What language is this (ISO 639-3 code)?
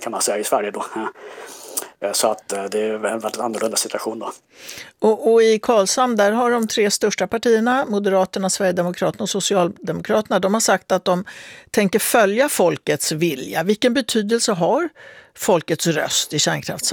swe